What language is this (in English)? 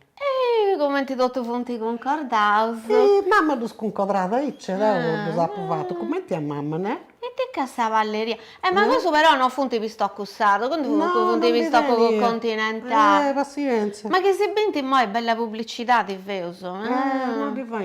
Sardinian